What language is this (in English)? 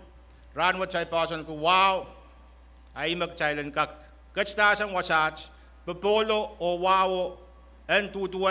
Pohnpeian